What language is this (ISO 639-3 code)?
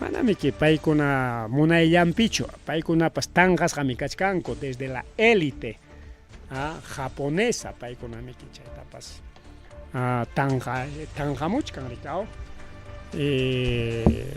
quy